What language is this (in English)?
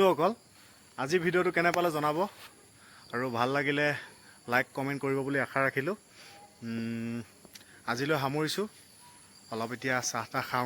Assamese